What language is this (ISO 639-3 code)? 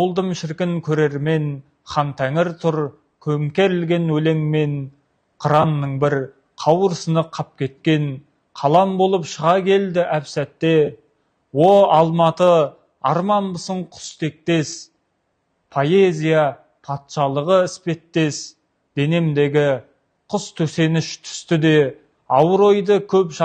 kaz